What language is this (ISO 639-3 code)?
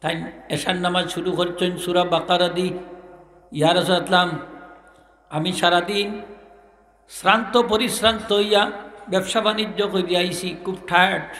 syl